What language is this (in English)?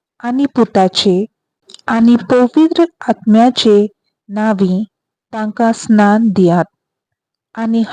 Konkani